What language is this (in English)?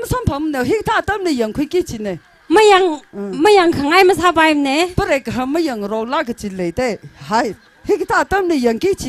Tangkhul Naga (India)